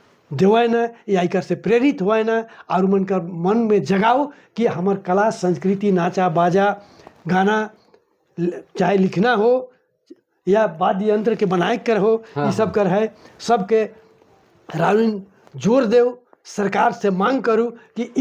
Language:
Sadri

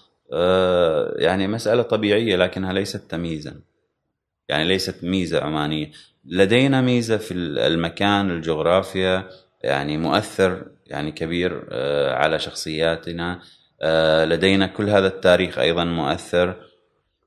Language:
Gulf Arabic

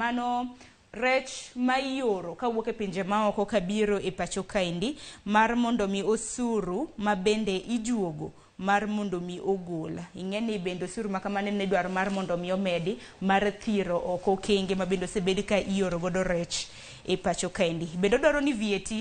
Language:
Luo (Kenya and Tanzania)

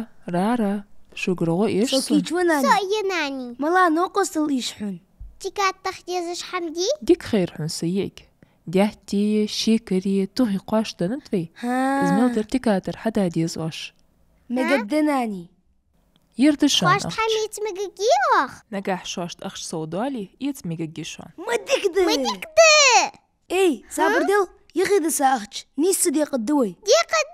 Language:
Ingush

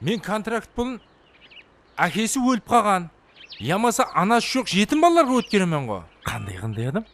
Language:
Kara-Kalpak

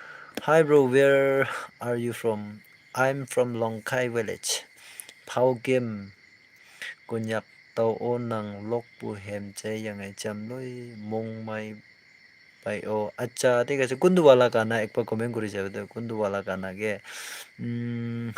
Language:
Naga Pidgin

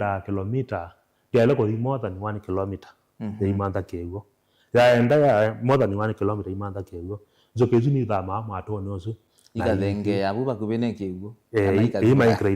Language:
Kamba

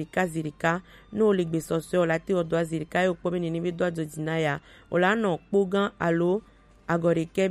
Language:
Gen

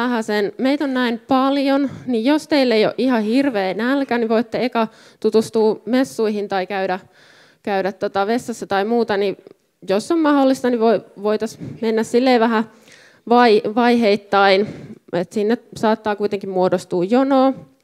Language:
Finnish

